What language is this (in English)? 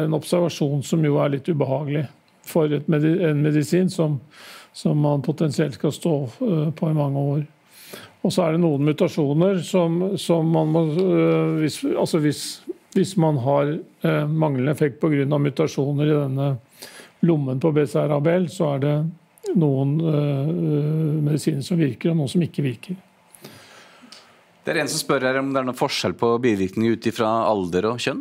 Norwegian